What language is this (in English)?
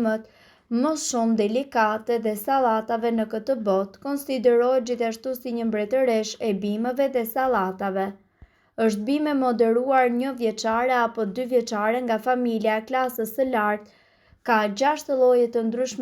Albanian